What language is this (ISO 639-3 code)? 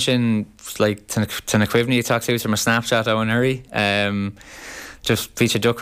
gle